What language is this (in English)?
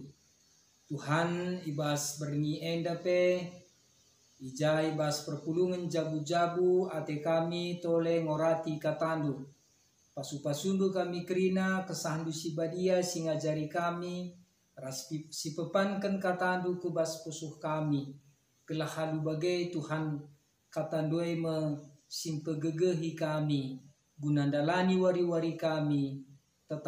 Batak Karo